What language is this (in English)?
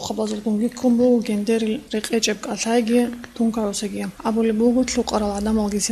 Avaric